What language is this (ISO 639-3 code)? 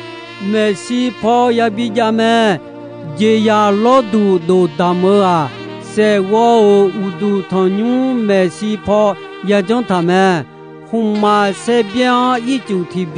ahk